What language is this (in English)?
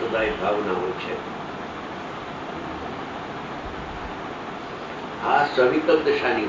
Gujarati